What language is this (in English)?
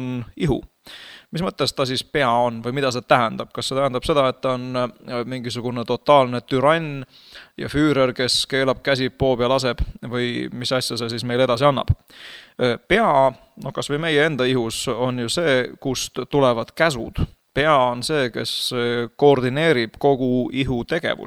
Estonian